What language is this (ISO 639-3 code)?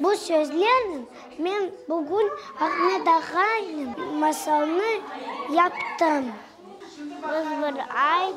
crh